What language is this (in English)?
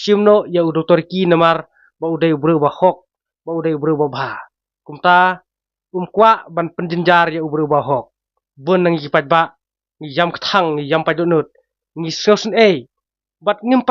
Khasi